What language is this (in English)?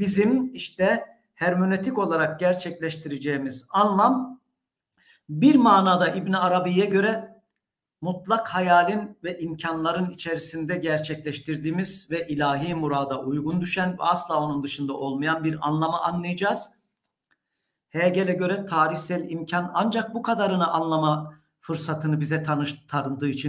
Turkish